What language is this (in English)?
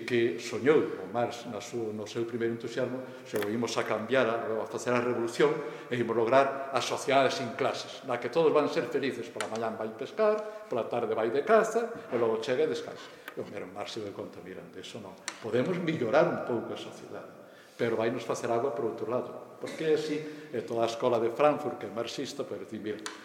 Galician